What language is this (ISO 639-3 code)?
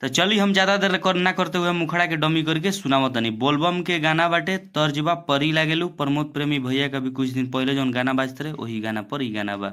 bho